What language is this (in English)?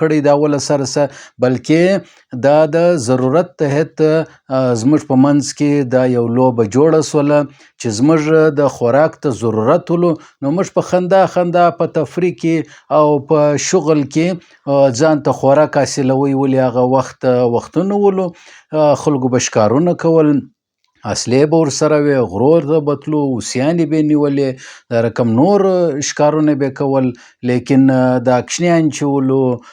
Pashto